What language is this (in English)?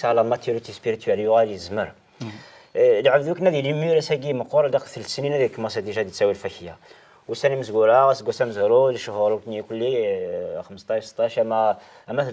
Kabyle